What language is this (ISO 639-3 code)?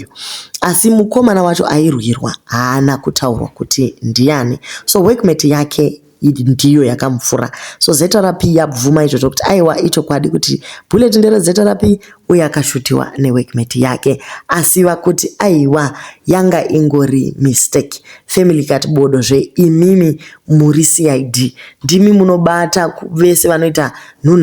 sna